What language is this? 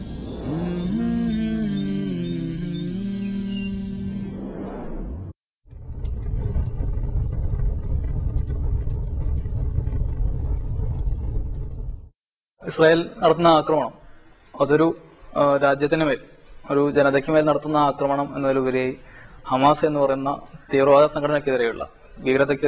Malayalam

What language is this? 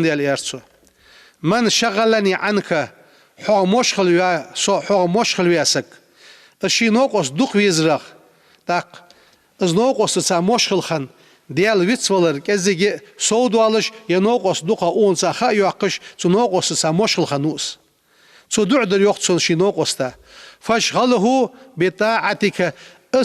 Ingush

